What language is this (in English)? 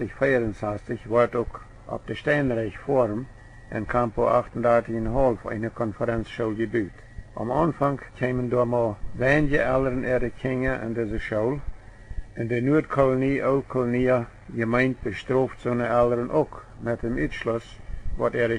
Plautdietsch